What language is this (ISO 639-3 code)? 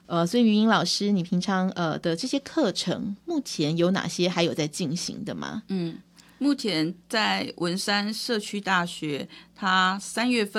zho